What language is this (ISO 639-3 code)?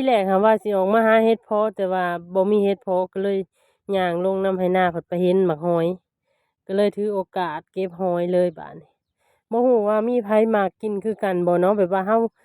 lao